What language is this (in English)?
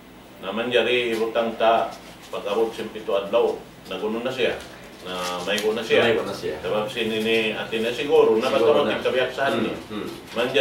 Tausug